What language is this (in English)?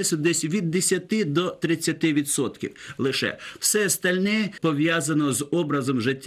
Ukrainian